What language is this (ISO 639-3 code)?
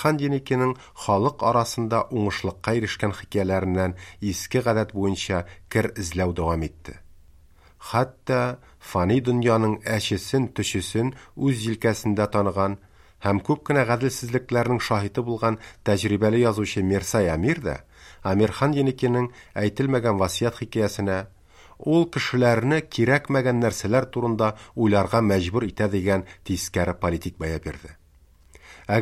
tat